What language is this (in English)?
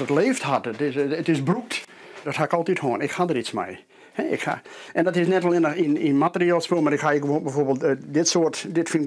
Western Frisian